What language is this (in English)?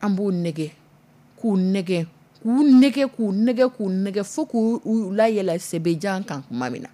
Dyula